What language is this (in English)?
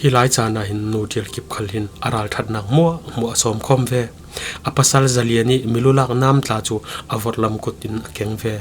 Falam Chin